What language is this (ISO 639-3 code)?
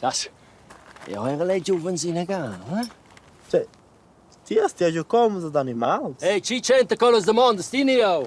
roh